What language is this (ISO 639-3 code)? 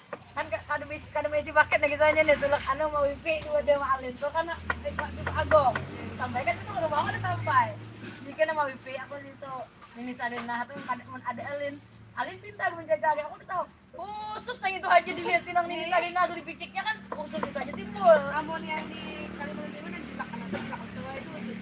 bjn